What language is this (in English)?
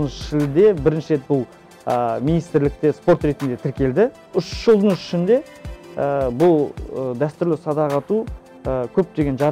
Kazakh